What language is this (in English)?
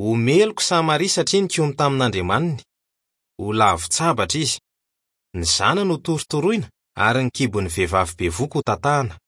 Malagasy